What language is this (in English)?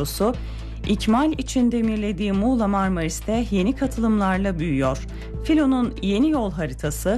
Turkish